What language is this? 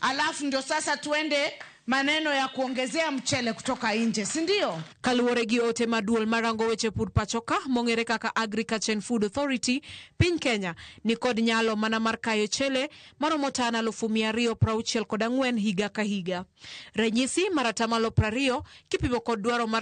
Luo (Kenya and Tanzania)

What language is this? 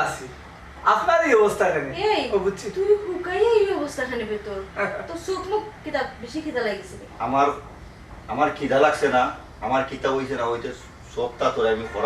Sylheti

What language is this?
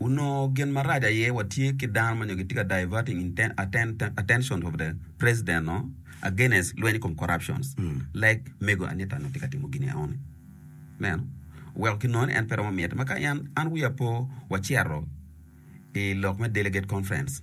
Acoli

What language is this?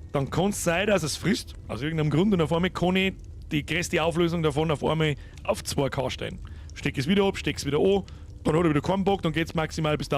Bavarian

